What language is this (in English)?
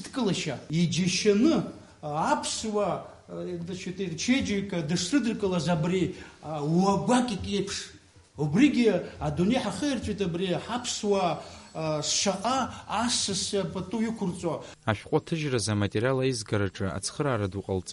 Abkhazian